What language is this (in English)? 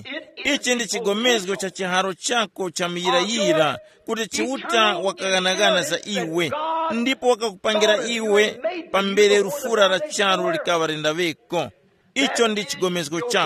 Tumbuka